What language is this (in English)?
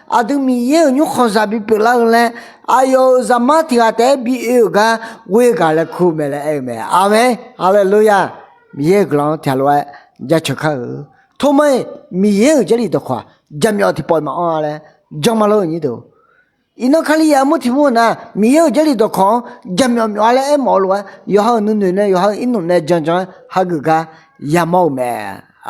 Akha